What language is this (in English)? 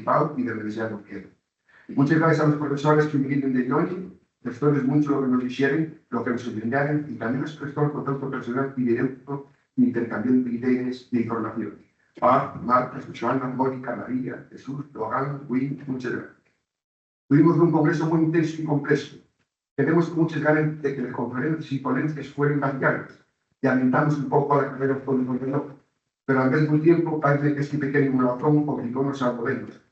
Asturian